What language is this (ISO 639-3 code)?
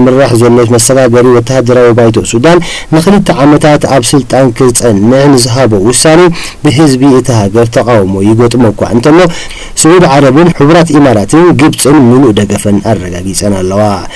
tir